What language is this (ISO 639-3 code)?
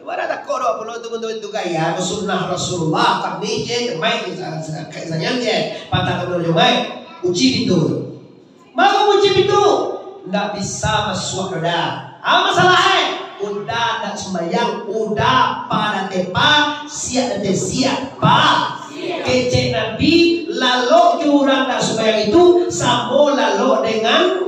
min